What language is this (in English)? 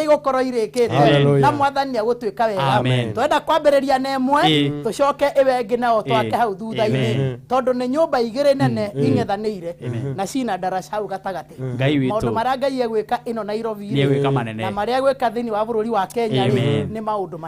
Kikuyu